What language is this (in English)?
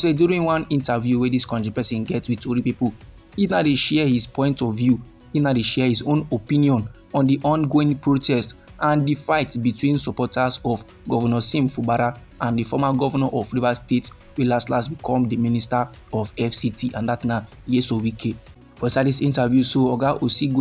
Nigerian Pidgin